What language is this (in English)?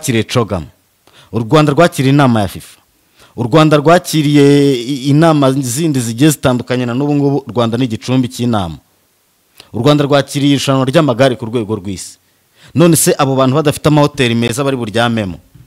Kinyarwanda